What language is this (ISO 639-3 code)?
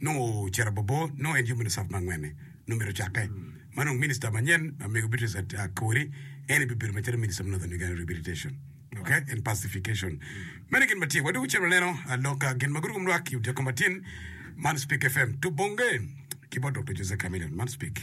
ach